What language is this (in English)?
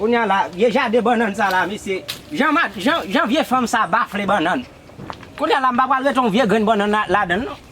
Haitian Creole